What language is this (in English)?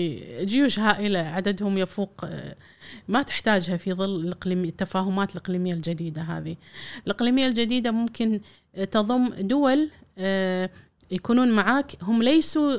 Gulf Arabic